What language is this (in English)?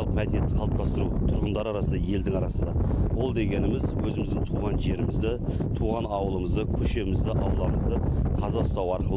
Kazakh